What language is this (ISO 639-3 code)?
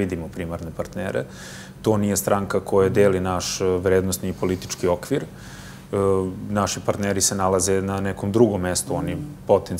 srp